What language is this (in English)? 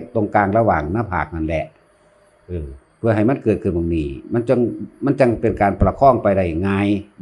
Lao